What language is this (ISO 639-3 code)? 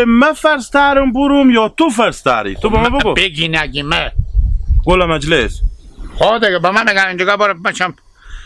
haz